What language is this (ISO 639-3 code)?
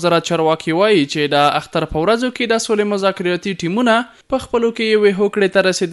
pus